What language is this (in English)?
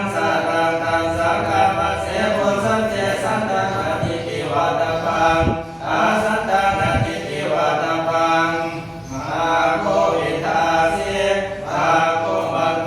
Pali